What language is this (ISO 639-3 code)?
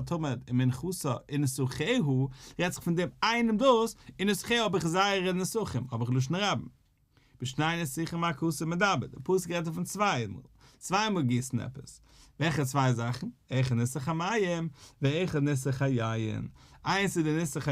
yid